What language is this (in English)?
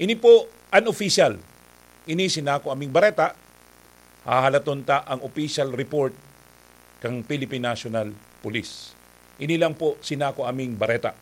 Bikol